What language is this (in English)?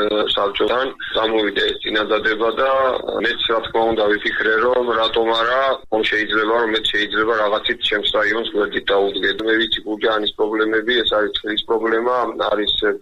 Georgian